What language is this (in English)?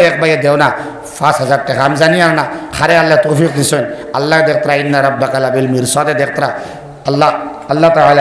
Sylheti